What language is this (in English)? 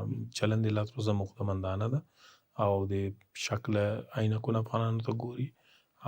Pashto